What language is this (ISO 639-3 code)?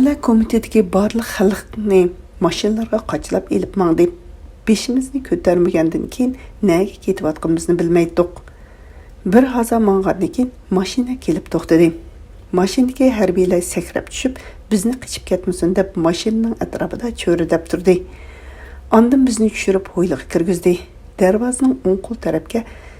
uig